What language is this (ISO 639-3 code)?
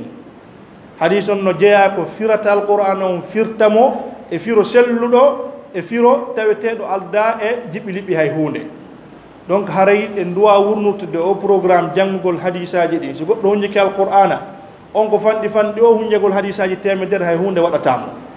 ful